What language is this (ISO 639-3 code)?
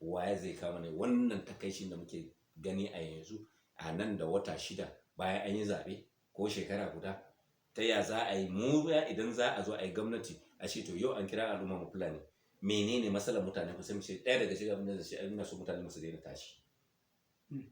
hau